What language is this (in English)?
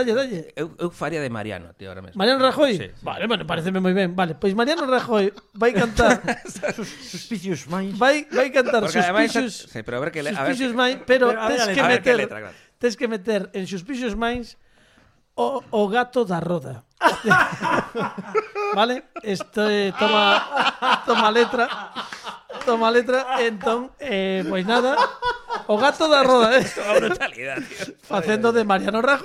Galician